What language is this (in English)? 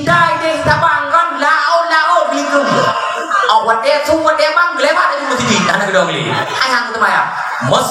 Achinese